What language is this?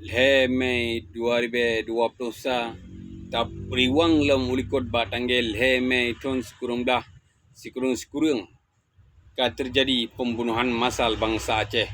Achinese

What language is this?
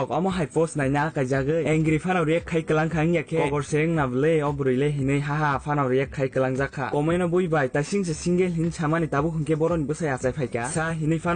Kok Borok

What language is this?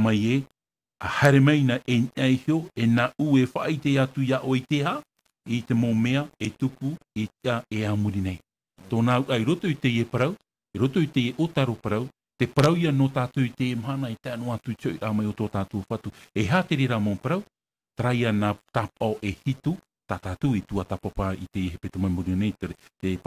Tahitian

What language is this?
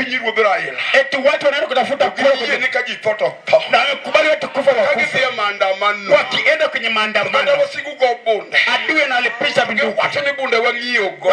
Luo (Kenya and Tanzania)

